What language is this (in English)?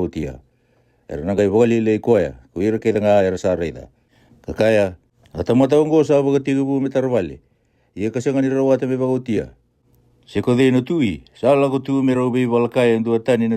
Fijian